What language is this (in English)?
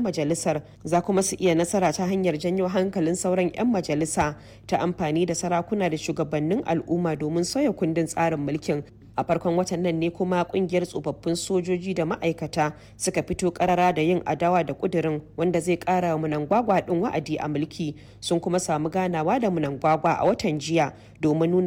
Hausa